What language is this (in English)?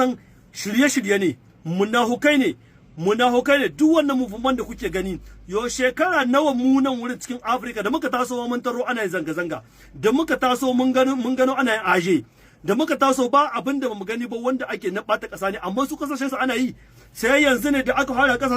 Hausa